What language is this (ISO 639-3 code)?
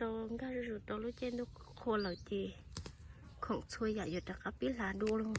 hmn